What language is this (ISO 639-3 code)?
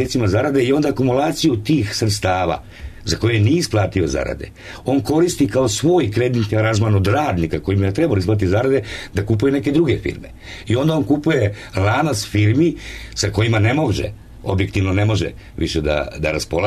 srp